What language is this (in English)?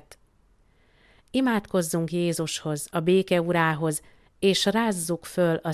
Hungarian